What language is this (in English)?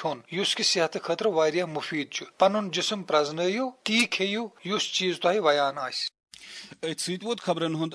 Kashmiri